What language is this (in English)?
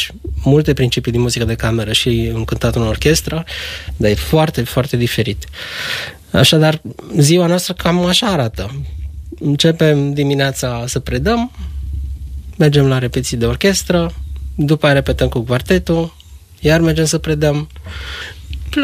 Romanian